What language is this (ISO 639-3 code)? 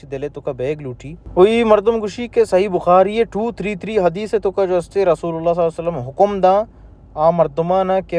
bal